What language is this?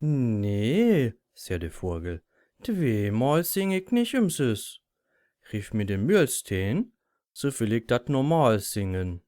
Low German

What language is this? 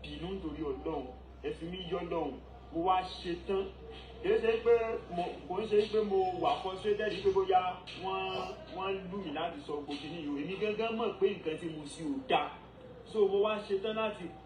Yoruba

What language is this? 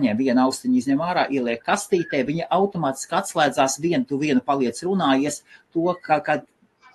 Latvian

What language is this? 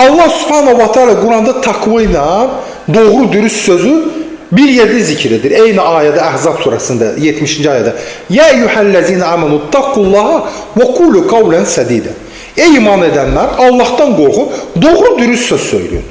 Azerbaijani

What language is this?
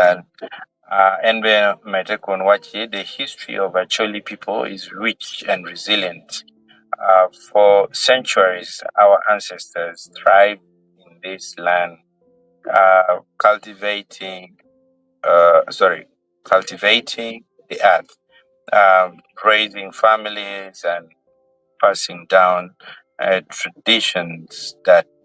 Acoli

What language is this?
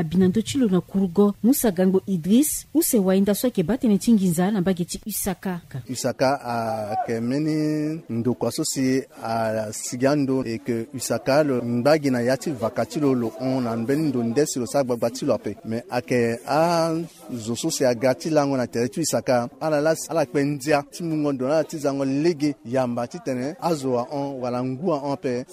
Sango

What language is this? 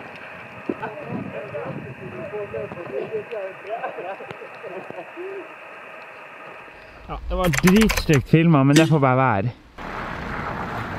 Norwegian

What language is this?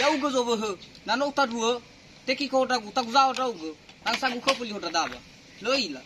Nias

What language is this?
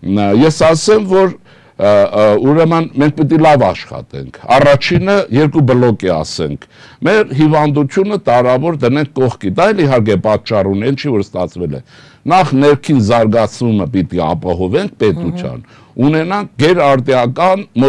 Armenian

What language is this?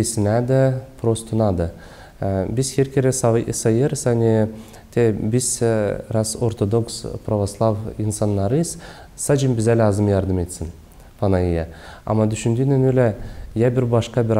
Gagauz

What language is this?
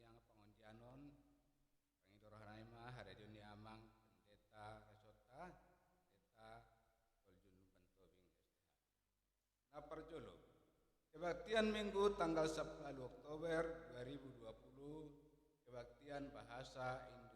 Batak Toba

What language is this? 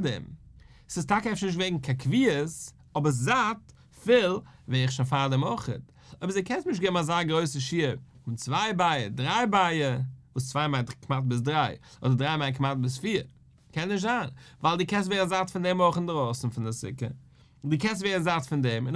Yiddish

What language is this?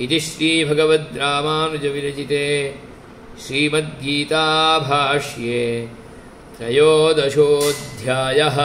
Sanskrit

